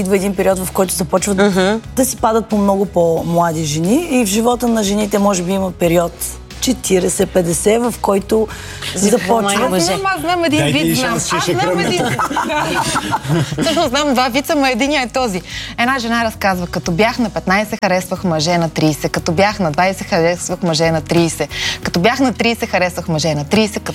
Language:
Bulgarian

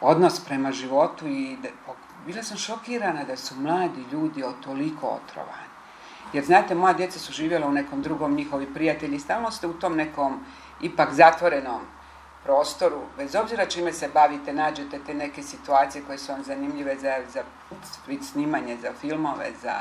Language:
Bosnian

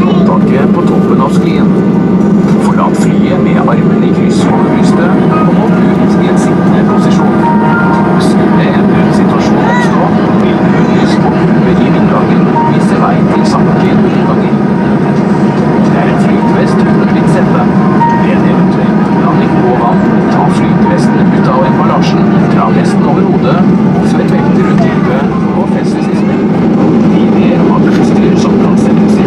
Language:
Norwegian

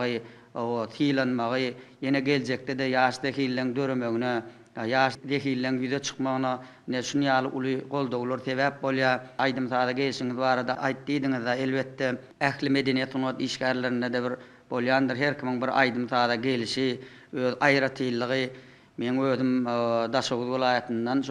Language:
Turkmen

